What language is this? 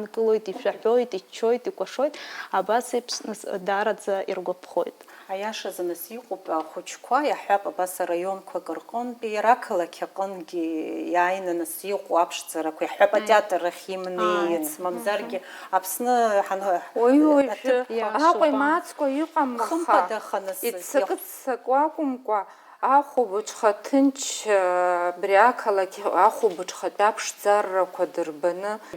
Abkhazian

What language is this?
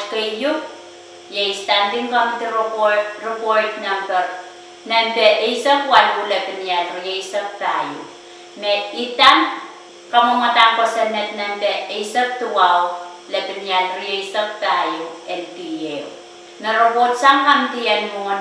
Pohnpeian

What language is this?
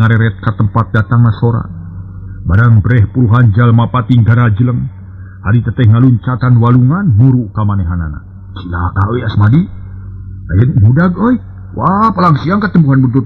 Sundanese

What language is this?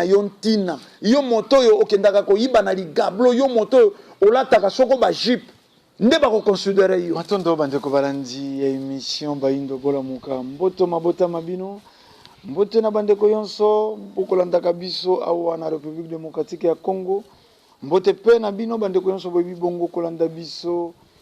Lingala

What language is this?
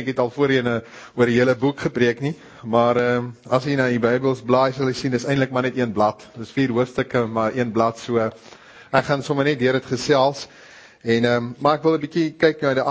Afrikaans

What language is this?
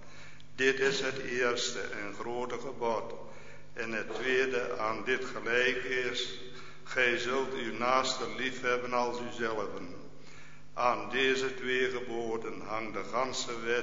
Dutch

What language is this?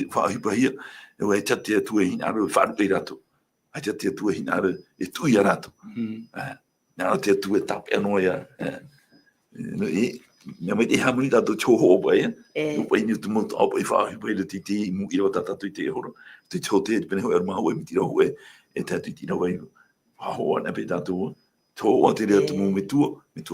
Tahitian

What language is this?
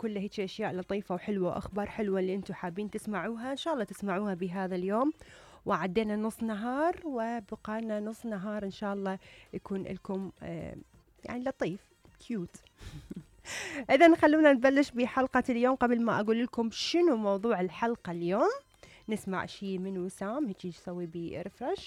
Mesopotamian Arabic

